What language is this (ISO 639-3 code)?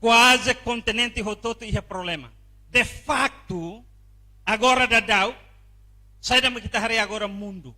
tet